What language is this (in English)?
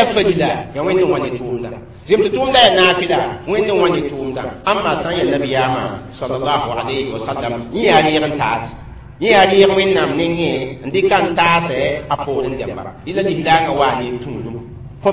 Mossi